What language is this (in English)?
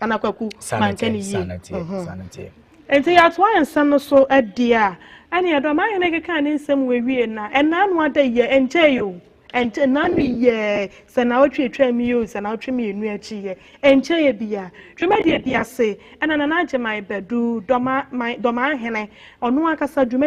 Akan